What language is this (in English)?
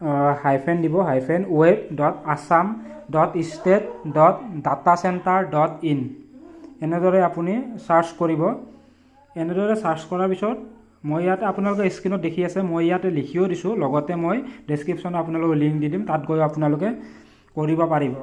Assamese